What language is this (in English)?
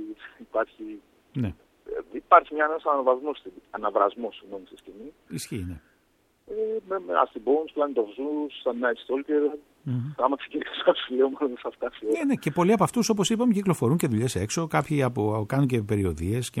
Greek